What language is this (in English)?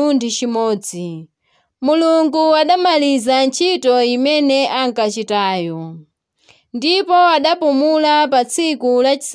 Nyanja